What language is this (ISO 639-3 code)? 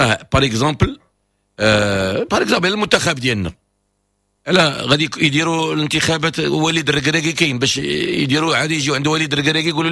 ary